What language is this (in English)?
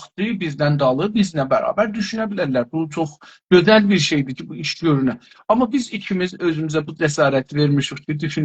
South Azerbaijani